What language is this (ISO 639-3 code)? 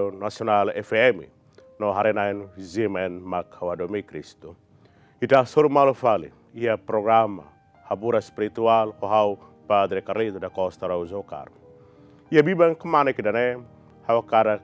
tet